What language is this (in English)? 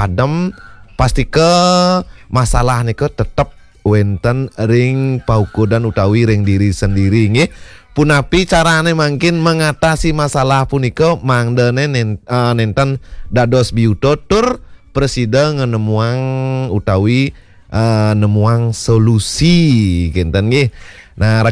Balinese